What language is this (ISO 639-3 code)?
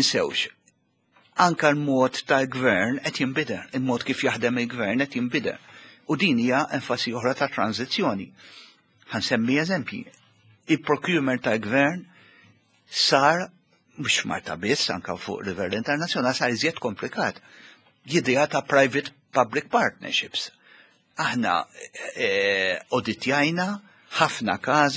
mlt